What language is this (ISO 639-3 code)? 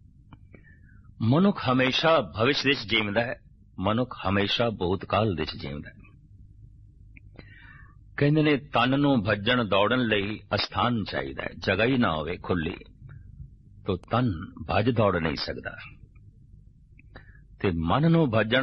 pan